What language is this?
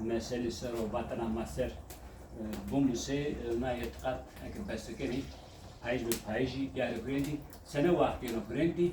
Zaza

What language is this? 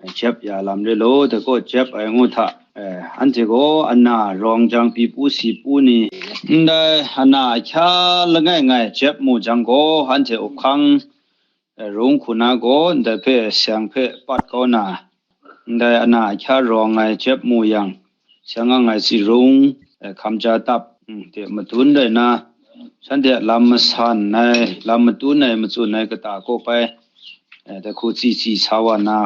Kachin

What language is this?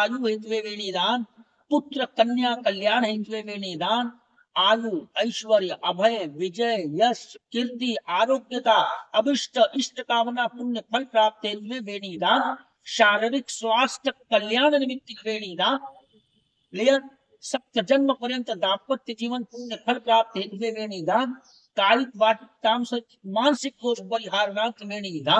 Konkani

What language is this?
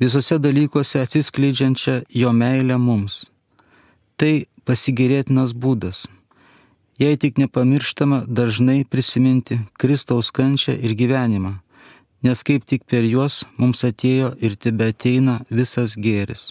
Lithuanian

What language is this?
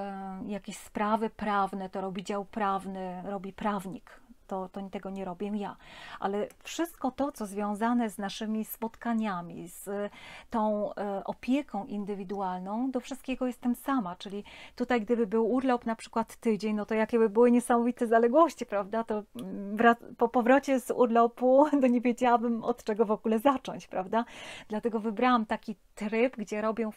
Polish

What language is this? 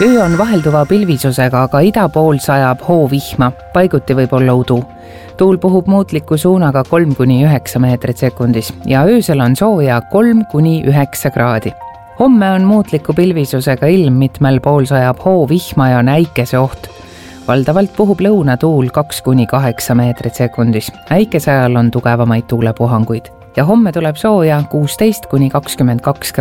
Estonian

